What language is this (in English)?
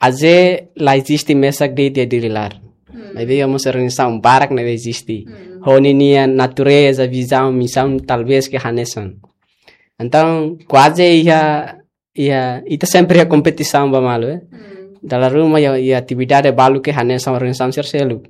Tetum